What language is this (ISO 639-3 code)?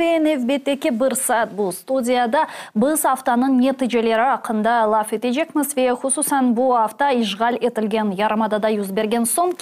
crh